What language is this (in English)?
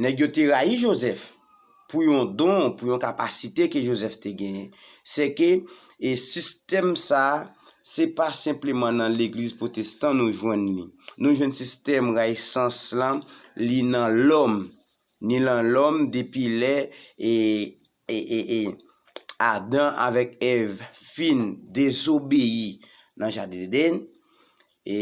Haitian Creole